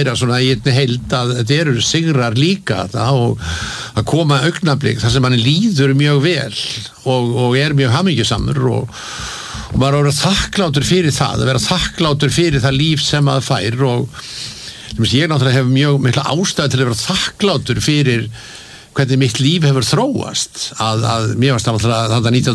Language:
Icelandic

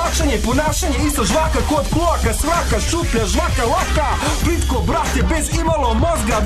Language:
Serbian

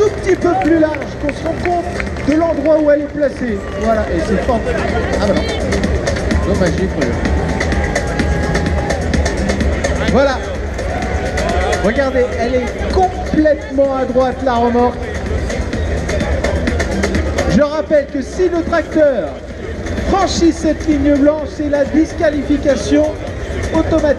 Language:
French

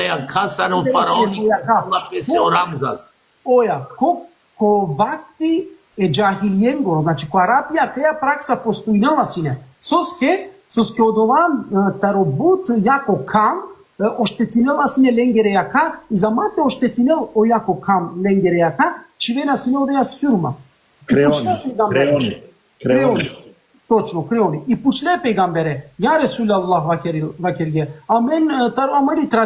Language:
Balkan Romani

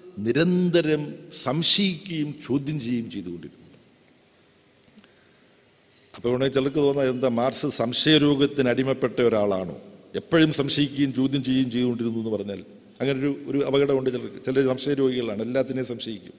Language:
Malayalam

